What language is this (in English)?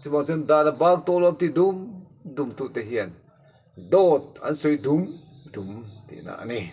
Mizo